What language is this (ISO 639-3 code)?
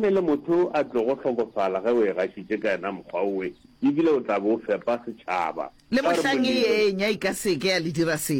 nso